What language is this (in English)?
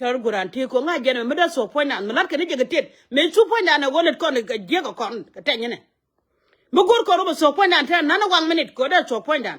Nuer